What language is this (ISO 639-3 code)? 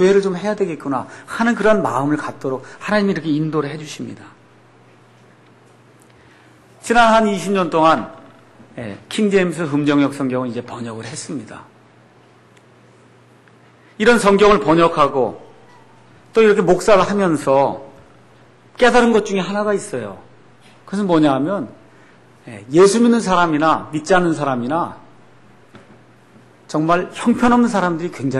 kor